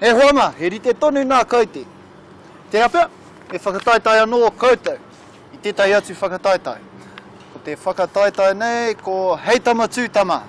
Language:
Māori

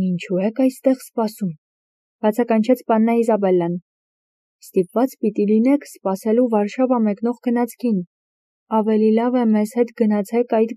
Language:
Armenian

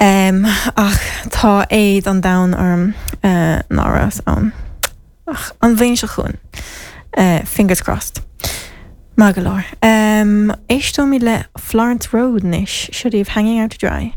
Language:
Irish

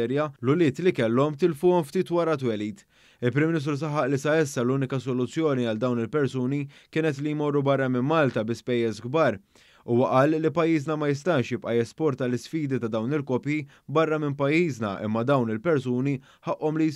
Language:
Maltese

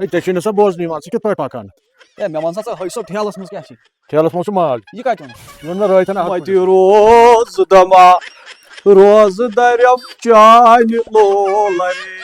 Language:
Kashmiri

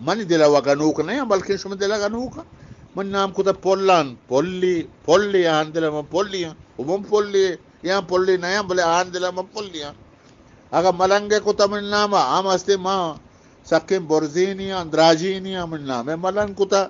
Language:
Eastern Balochi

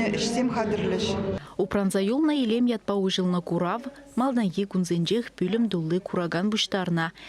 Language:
Chuvash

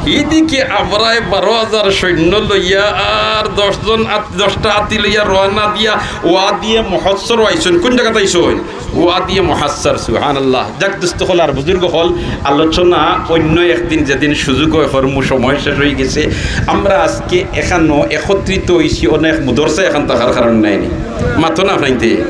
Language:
Sylheti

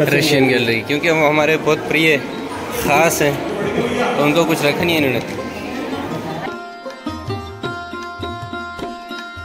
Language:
Hindi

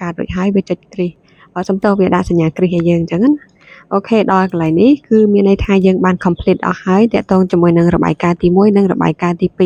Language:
Khmer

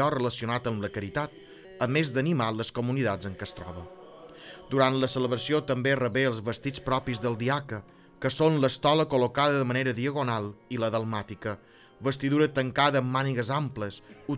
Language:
Catalan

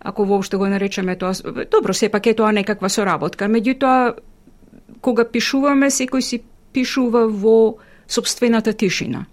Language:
Macedonian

